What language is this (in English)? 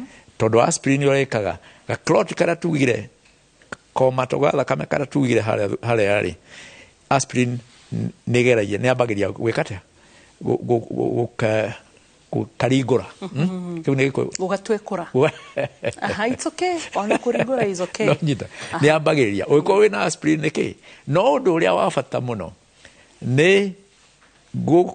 Kikuyu